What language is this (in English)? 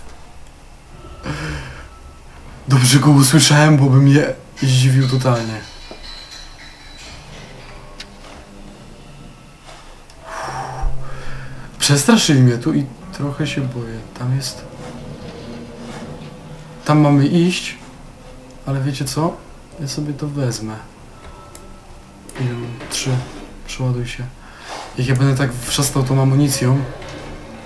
Polish